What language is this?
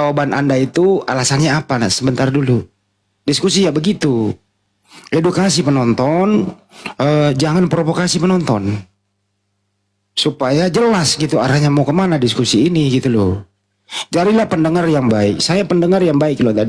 Indonesian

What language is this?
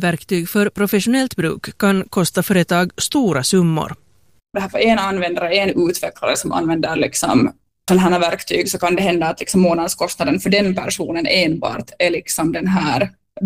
Swedish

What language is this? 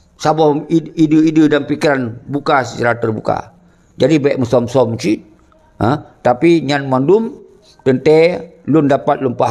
Achinese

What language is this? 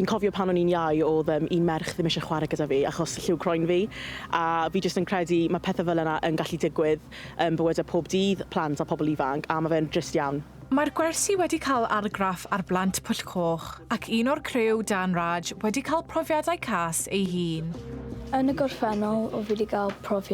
Welsh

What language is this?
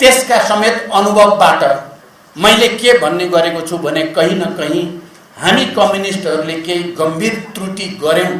Nepali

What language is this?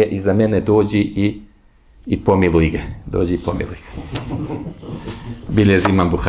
Bosnian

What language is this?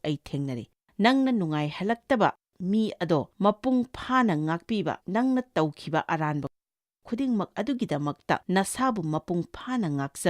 Manipuri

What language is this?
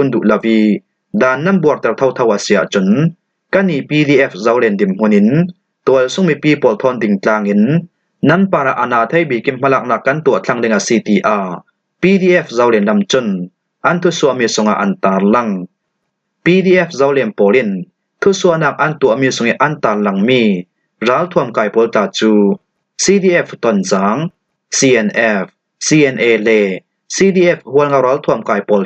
Falam Chin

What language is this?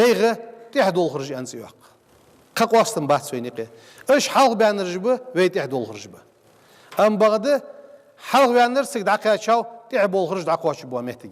Ingush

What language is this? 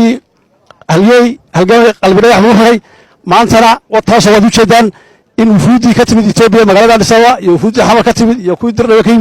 Somali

